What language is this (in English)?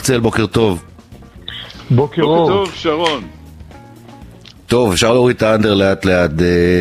Hebrew